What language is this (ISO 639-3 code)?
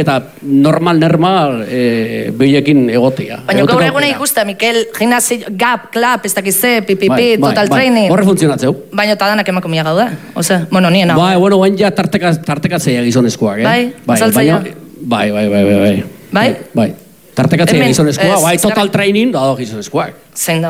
eus